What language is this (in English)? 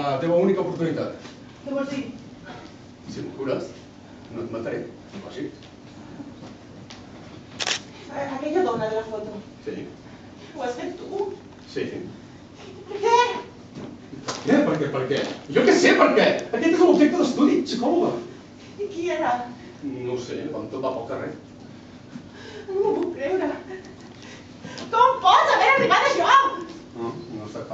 Catalan